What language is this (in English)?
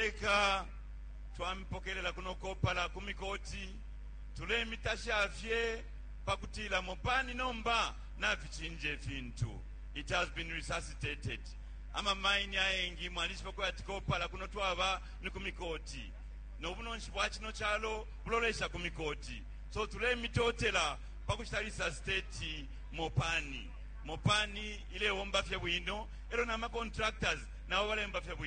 Bemba